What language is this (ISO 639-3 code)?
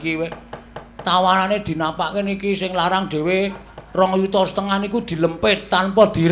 jav